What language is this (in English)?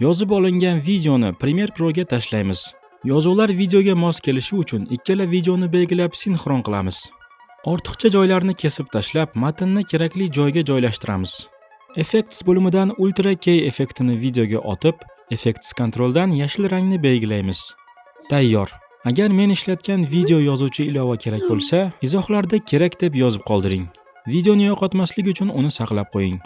Uzbek